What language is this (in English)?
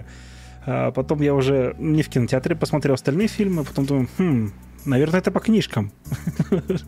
Russian